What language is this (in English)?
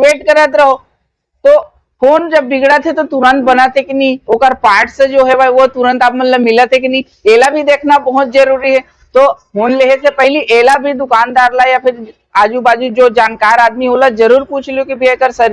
Chhattisgarhi